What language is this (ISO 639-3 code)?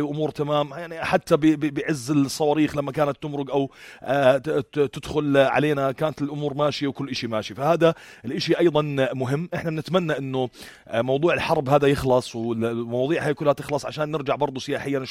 apc